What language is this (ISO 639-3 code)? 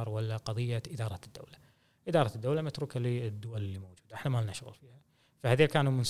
afb